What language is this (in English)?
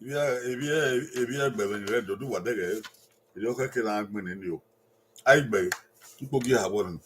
Bini